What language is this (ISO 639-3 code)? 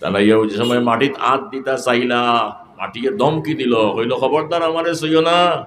syl